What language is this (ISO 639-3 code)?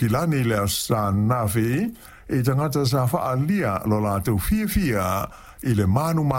smo